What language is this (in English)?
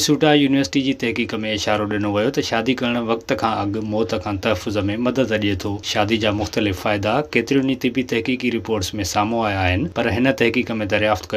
Sindhi